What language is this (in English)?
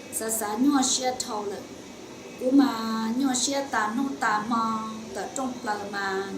Hmong